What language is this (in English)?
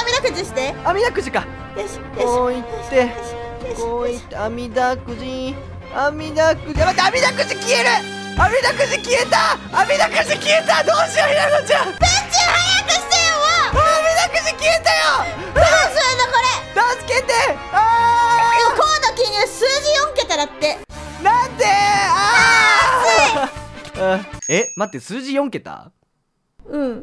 Japanese